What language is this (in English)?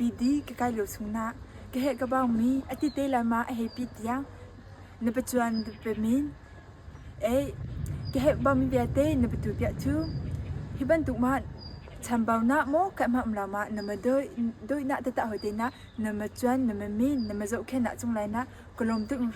Hakha Chin